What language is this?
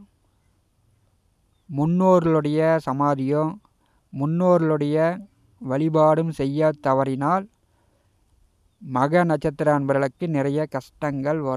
Tamil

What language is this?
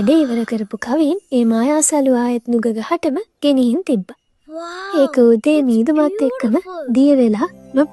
Sinhala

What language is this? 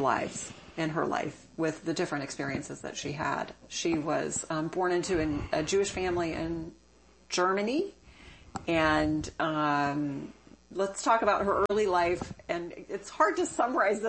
English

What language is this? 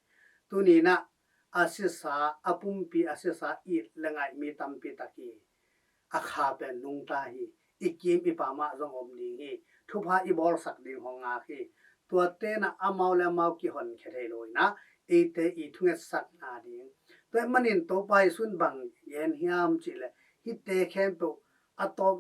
Tedim Chin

